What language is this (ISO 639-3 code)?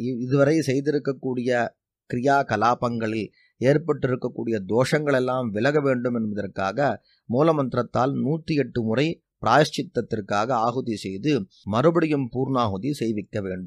tam